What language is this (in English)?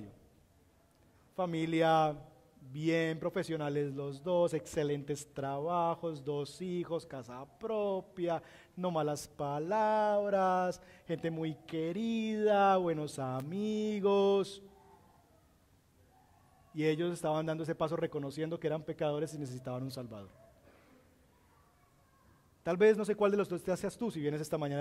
Spanish